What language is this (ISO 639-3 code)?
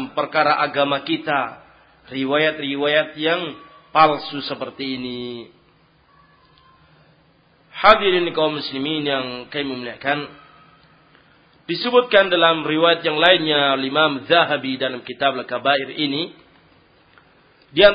ind